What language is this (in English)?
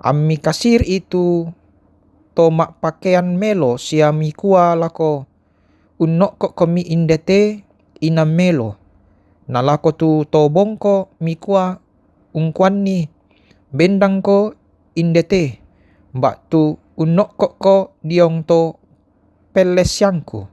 Toraja-Sa'dan